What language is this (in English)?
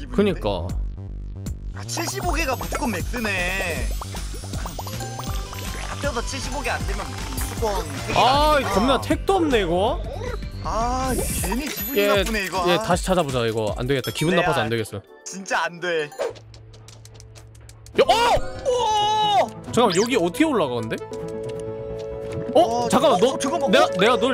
Korean